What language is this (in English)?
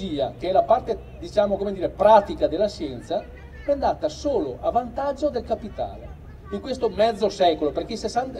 Italian